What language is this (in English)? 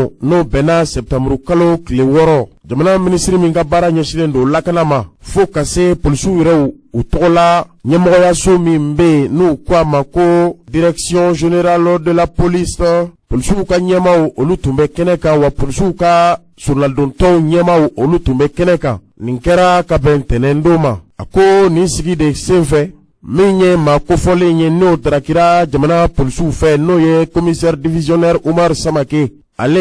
Bambara